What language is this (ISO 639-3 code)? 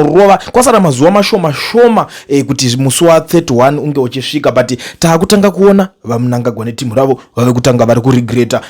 sna